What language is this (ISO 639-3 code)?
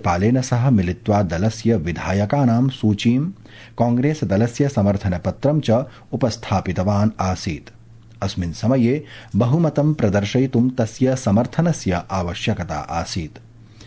san